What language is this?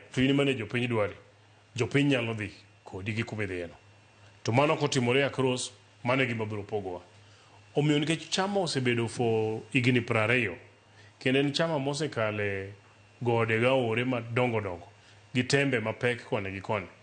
Luo (Kenya and Tanzania)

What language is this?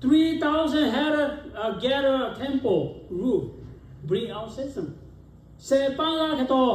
Lahu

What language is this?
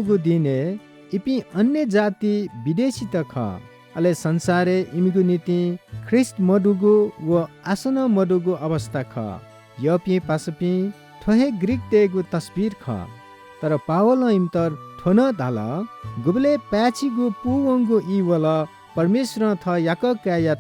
Newari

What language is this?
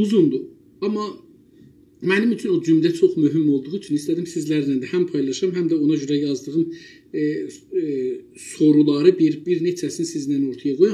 South Azerbaijani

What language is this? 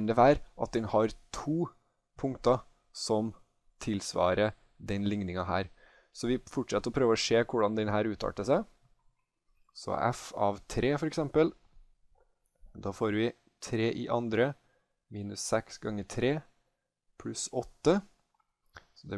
Norwegian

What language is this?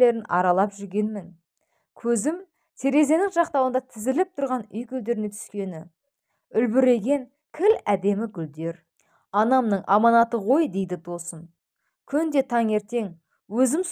Kazakh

